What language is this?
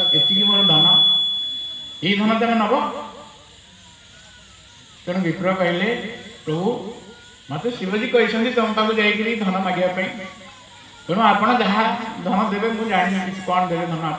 Odia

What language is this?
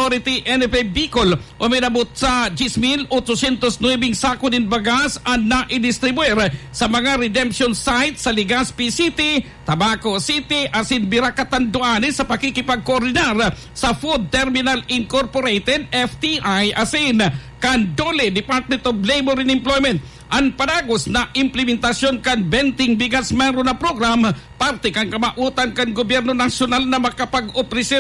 Bikol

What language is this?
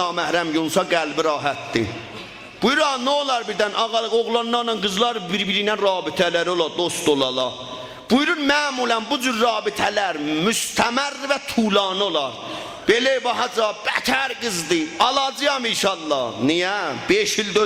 South Azerbaijani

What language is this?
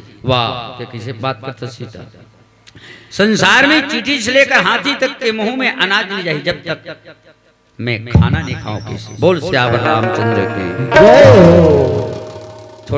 Chhattisgarhi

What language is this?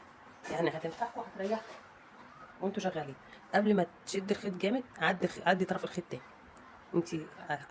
Egyptian Arabic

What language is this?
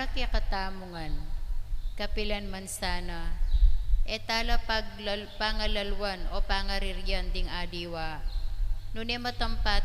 Pampanga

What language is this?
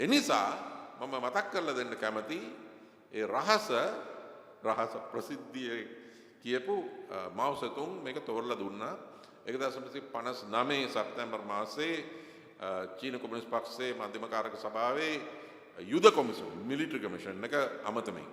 Sinhala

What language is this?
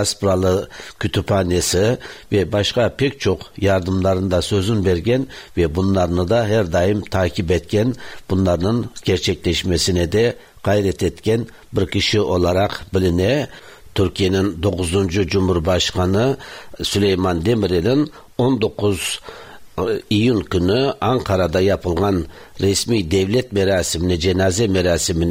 Tatar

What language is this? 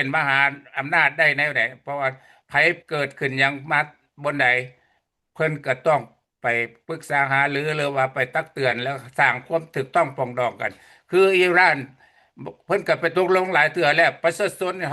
Lao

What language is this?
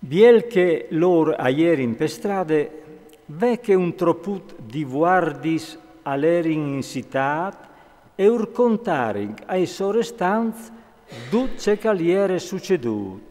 Friulian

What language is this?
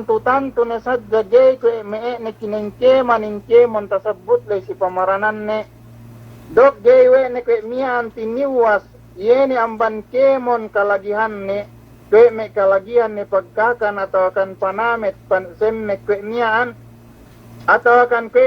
Yakan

